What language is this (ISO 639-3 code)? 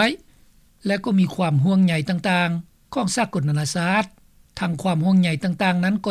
lao